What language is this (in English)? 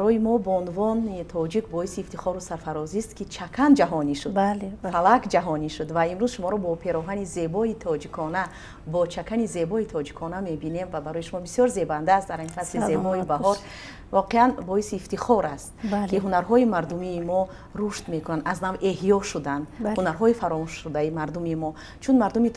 Tajik